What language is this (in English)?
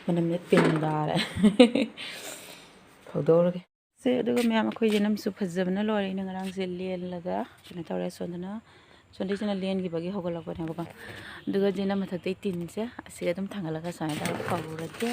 Manipuri